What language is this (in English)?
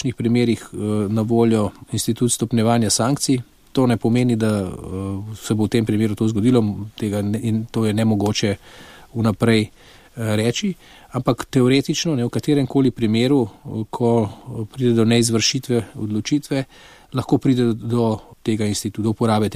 Slovenian